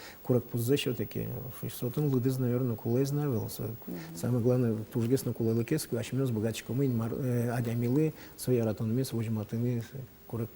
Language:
Udmurt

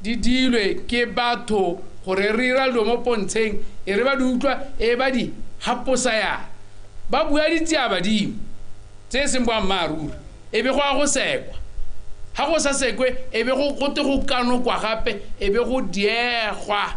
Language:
Tswana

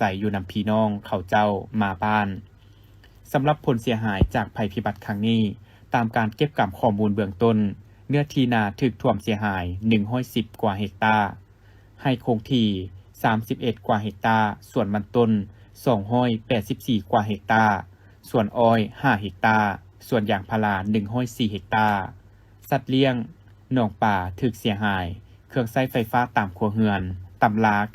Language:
Lao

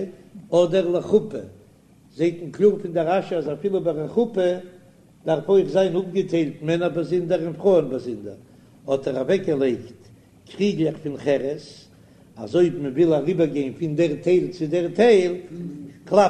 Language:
Yiddish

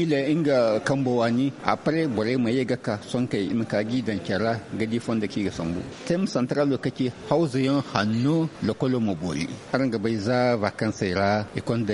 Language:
Zarma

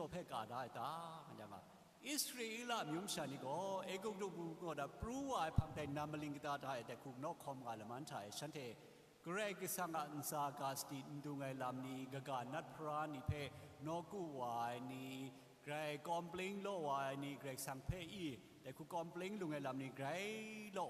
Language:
Kachin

